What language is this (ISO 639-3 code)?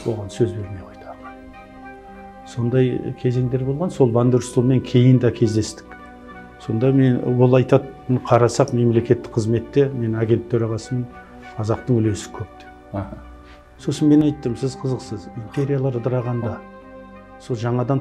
kaz